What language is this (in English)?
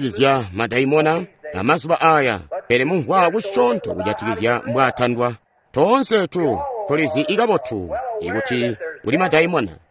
Tonga (Zambia)